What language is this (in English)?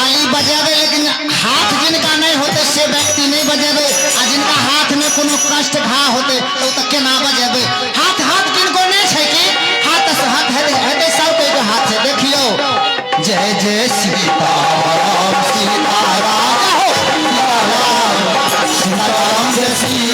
Maithili